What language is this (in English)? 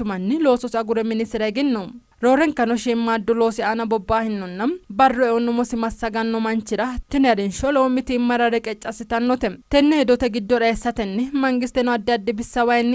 Sidamo